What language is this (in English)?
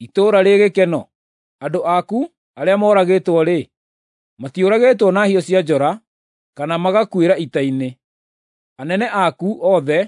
Kikuyu